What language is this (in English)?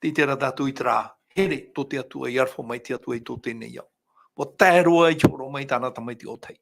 Tahitian